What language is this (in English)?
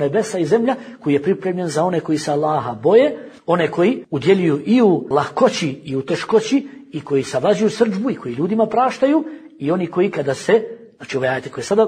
Bosnian